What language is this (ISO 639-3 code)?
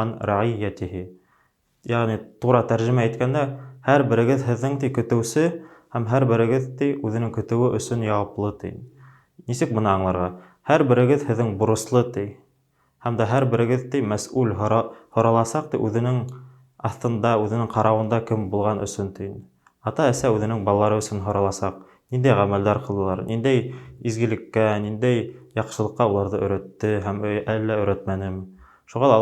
bak